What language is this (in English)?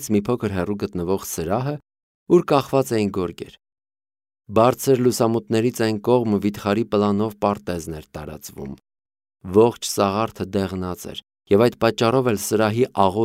Armenian